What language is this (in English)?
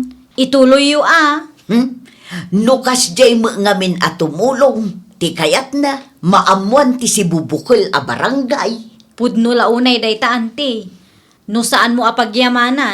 Iloko